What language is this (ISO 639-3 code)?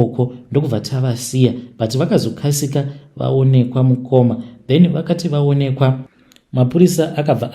sna